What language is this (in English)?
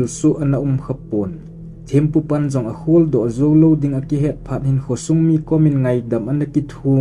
Thado Chin